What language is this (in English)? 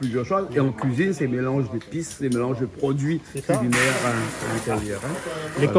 Réunion Creole French